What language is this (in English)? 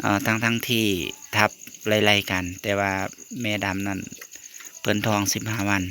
Northeastern Thai